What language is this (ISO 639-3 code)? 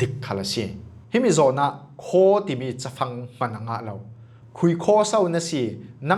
cfm